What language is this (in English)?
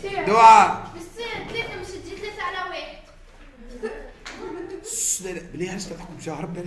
Tunisian Arabic